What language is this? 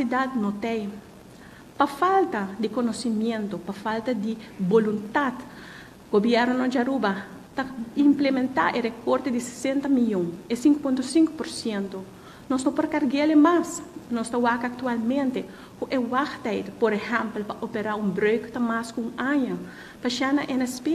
Papiamento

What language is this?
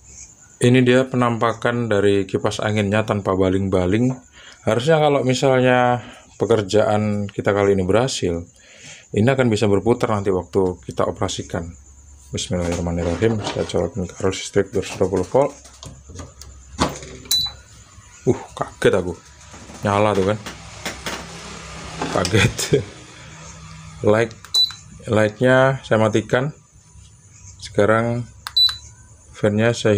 Indonesian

